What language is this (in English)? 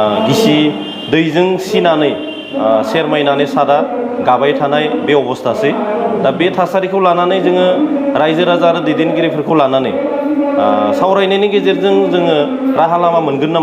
Bodo